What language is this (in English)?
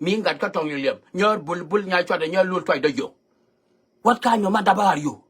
Nuer